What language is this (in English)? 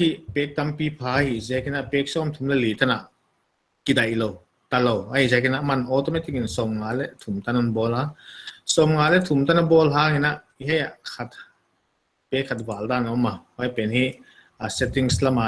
Paite Chin